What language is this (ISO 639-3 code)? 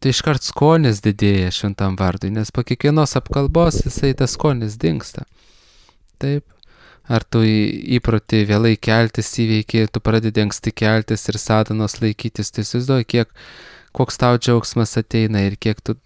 lit